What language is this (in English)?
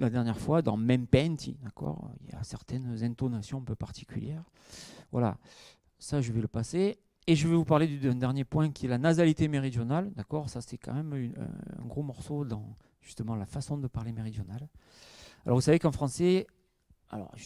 French